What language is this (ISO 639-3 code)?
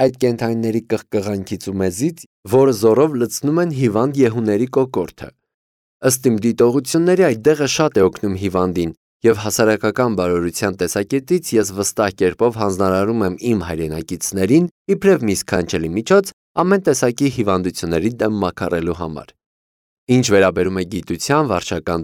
hye